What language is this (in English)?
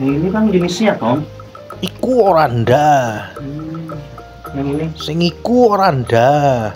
Banjar